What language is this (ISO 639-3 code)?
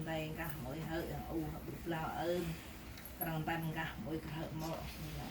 cmo